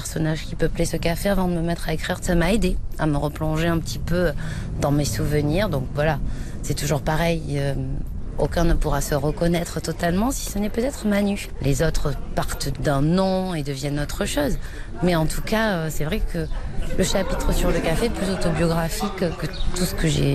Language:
French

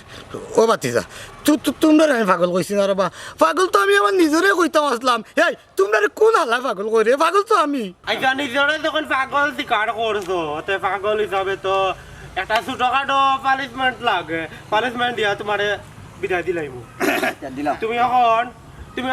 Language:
Sylheti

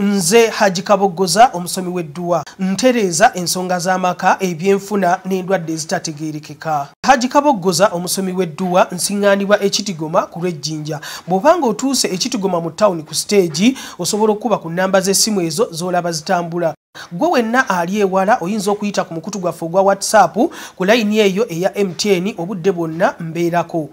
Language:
Ganda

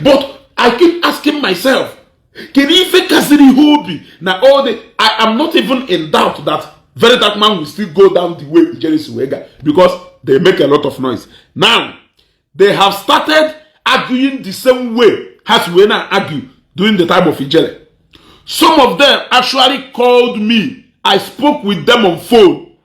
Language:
Igbo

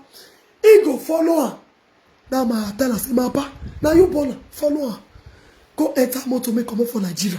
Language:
Nigerian Pidgin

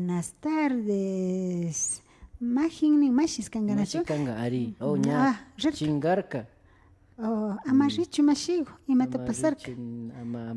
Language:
Imbabura Highland Quichua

